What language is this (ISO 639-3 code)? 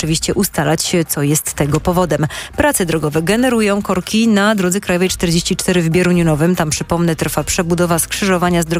pol